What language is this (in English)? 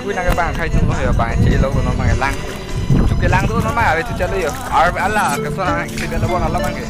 Karbi